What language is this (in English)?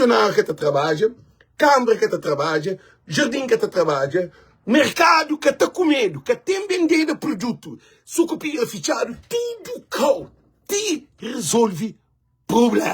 Kabuverdianu